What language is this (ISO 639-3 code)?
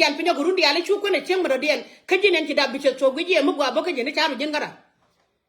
nus